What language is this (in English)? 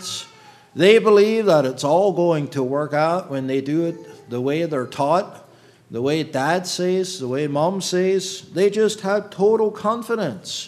English